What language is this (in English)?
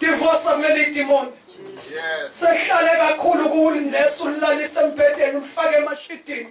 Zulu